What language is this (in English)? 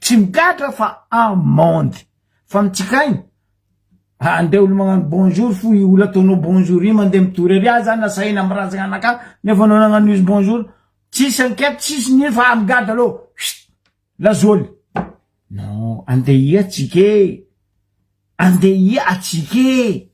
Malagasy